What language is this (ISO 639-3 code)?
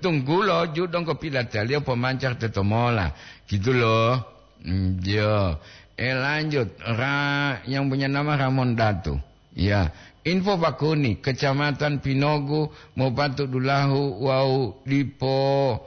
gor